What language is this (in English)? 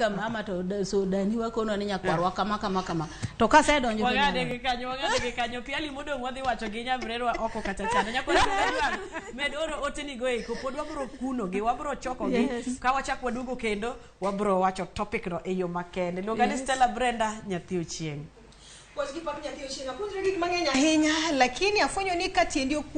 Luo (Kenya and Tanzania)